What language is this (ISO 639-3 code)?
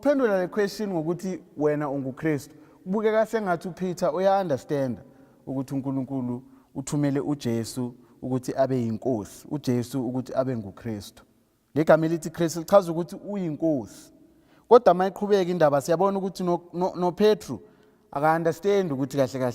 zul